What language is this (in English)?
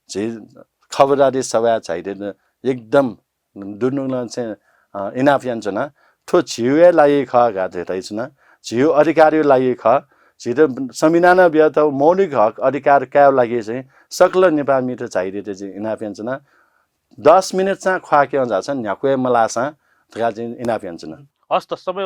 Newari